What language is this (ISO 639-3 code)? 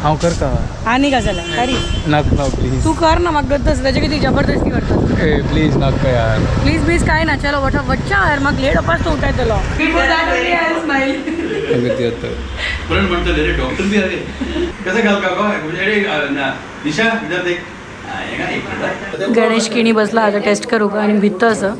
kok